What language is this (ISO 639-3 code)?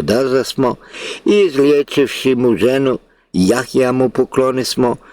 bos